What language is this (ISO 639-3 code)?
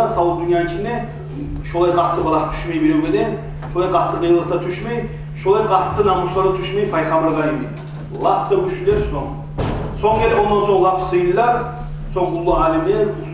kum